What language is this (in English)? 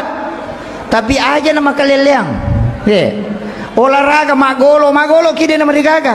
Buginese